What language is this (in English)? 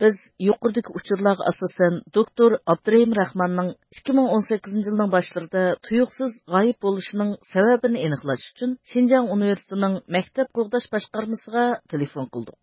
Uyghur